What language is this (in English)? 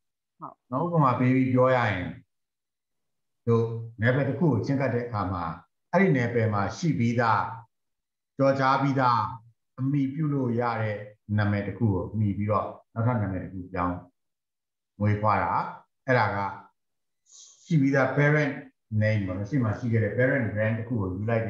Burmese